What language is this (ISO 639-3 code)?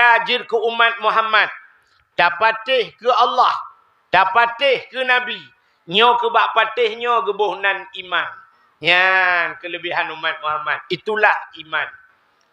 ace